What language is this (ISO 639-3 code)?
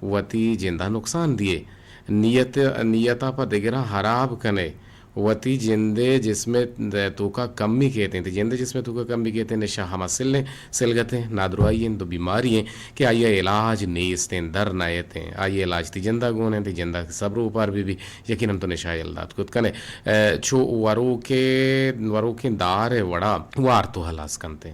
bgp